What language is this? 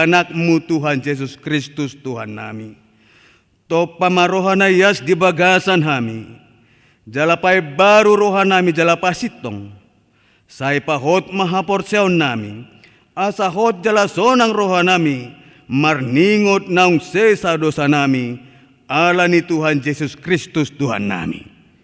Batak Toba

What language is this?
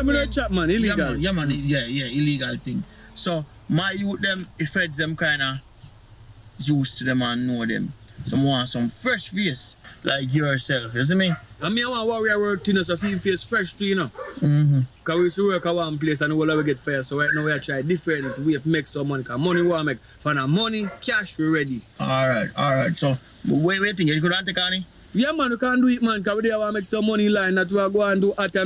Jamaican Creole English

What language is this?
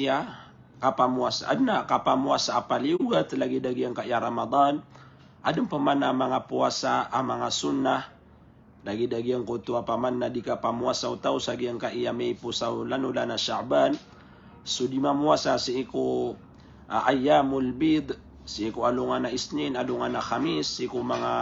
Maranao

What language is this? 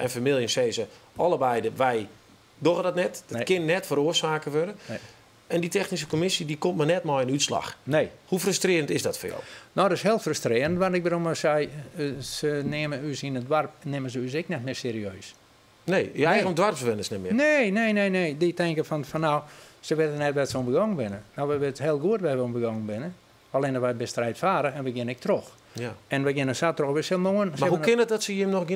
Western Frisian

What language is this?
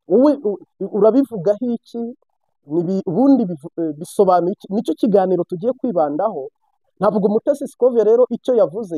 Kinyarwanda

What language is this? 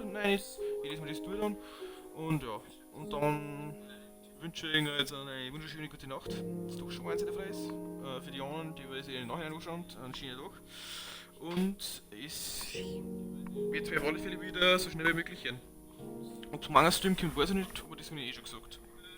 Bavarian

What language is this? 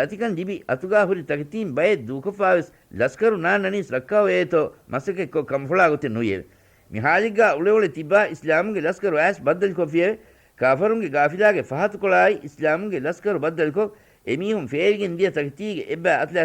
Divehi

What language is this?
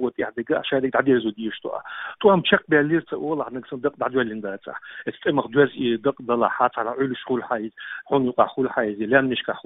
Chechen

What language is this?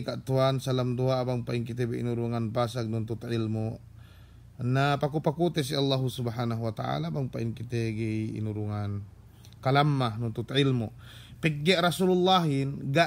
Yakan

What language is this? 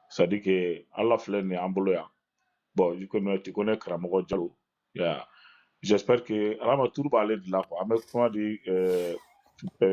Bambara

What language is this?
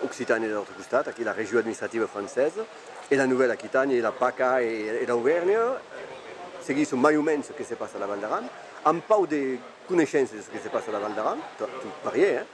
Occitan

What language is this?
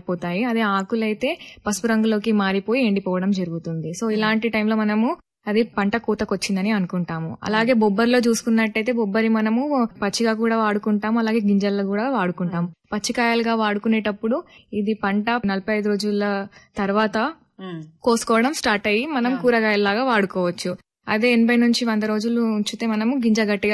Telugu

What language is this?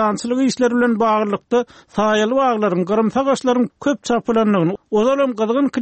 Turkmen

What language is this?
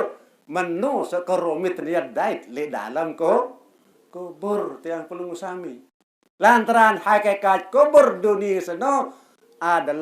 Sasak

